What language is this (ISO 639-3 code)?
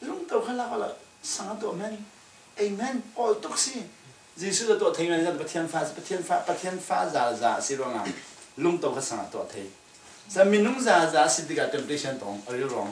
cfm